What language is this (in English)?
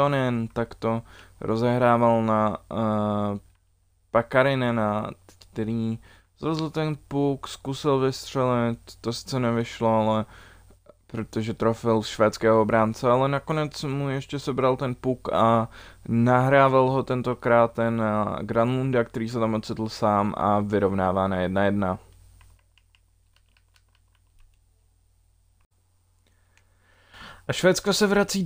Czech